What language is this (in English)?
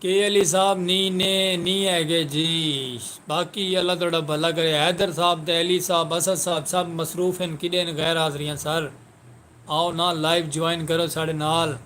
Saraiki